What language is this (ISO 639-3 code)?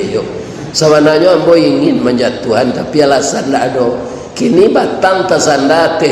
min